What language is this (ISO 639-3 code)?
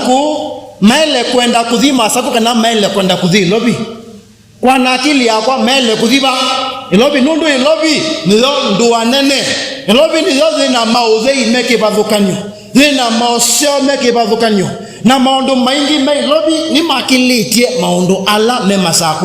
kam